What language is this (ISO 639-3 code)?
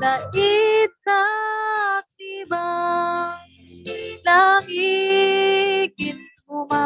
cfm